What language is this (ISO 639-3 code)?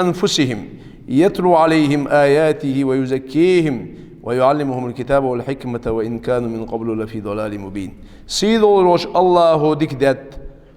inh